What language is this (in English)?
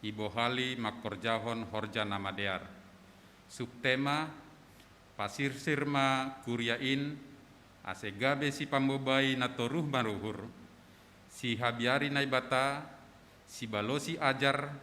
Batak Simalungun